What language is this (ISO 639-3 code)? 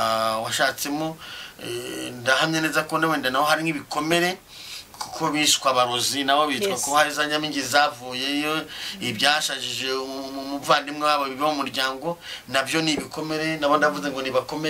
kin